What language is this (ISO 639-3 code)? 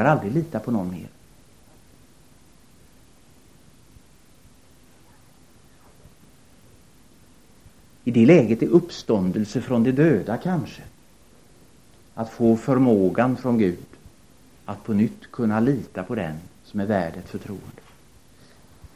swe